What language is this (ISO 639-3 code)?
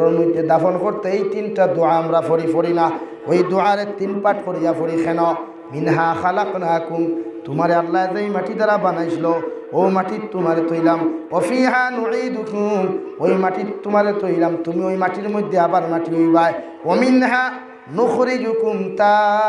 syl